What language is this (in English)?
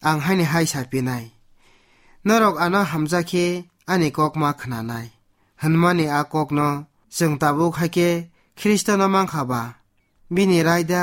Kok Borok